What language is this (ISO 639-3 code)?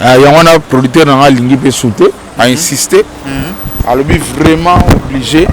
lin